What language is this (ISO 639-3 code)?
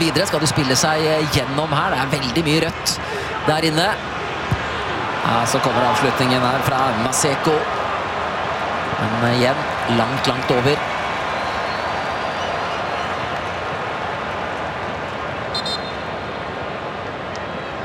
nor